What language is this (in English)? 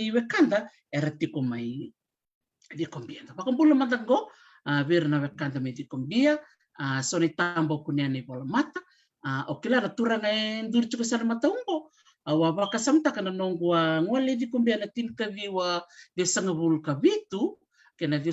Fijian